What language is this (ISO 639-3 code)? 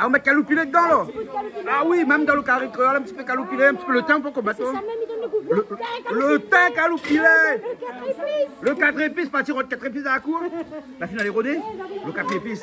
rcf